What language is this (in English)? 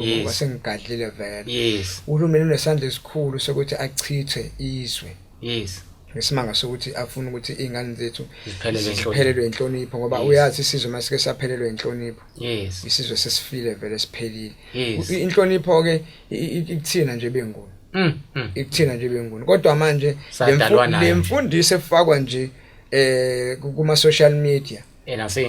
Zulu